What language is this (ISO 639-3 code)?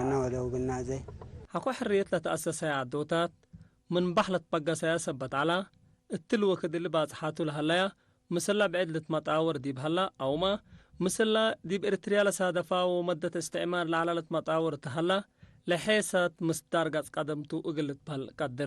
tig